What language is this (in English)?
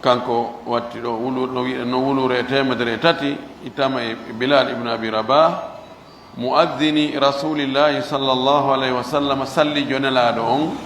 Pular